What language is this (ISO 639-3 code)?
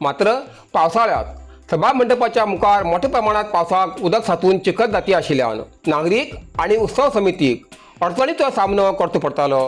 kok